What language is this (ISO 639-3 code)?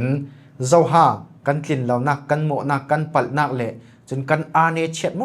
cfm